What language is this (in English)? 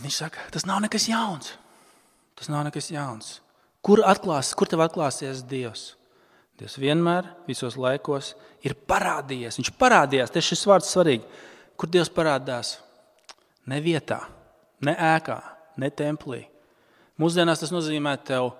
Latvian